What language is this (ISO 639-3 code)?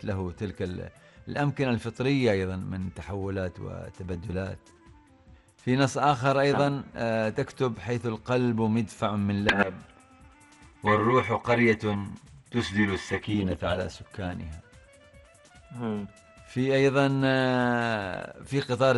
ara